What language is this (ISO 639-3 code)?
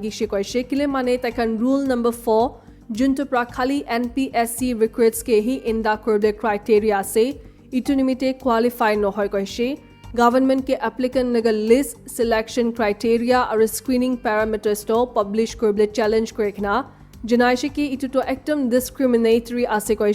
nag